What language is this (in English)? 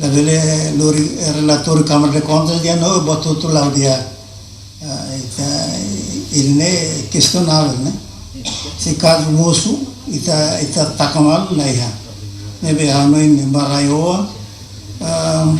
Tetum